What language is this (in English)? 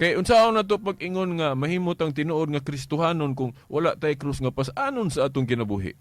Cebuano